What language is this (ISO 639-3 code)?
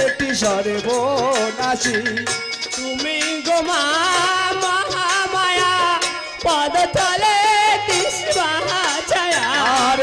ben